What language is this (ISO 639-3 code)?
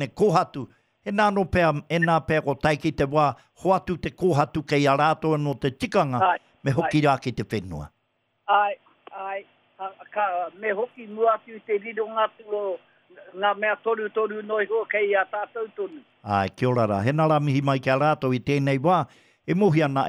mri